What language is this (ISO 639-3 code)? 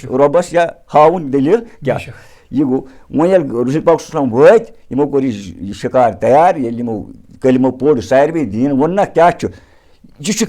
kas